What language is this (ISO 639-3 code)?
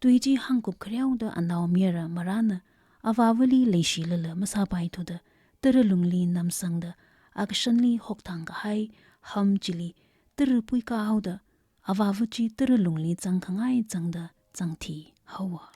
nmf